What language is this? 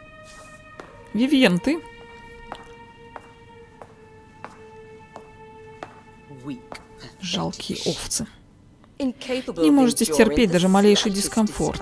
Russian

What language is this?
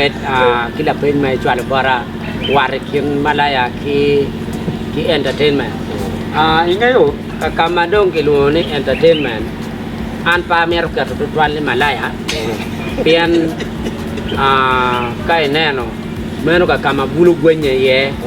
Acoli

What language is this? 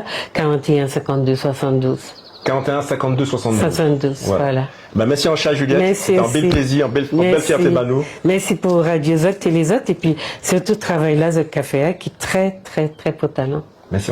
Guadeloupean Creole French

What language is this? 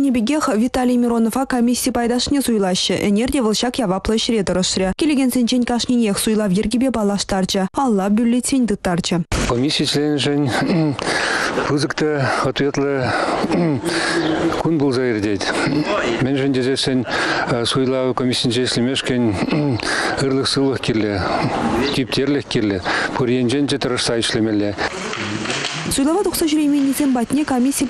Chuvash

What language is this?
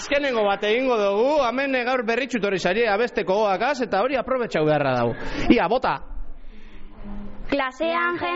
Basque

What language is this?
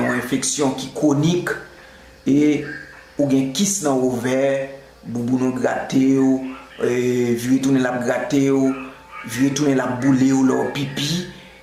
Haitian Creole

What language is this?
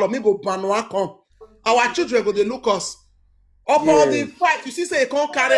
Nigerian Pidgin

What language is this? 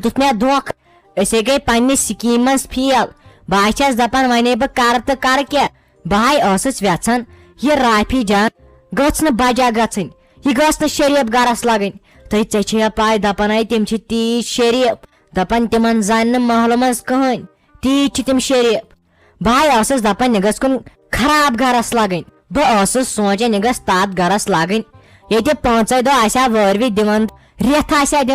Kashmiri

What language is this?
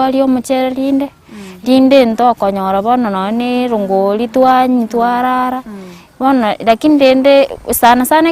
Gusii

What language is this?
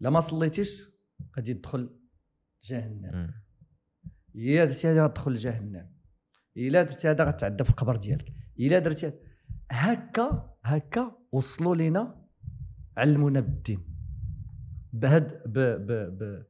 Moroccan Arabic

